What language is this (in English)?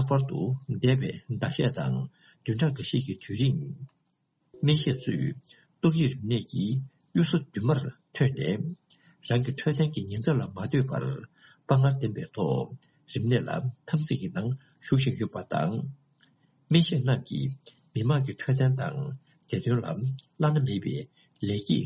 Tibetan